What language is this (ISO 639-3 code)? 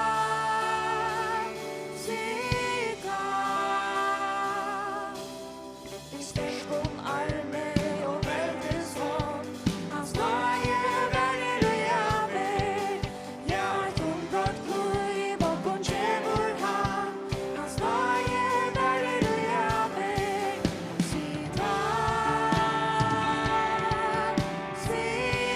fao